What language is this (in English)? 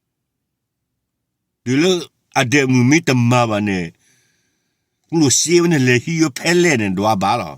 S'gaw Karen